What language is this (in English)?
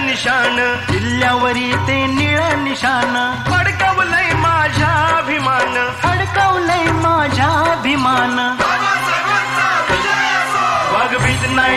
Marathi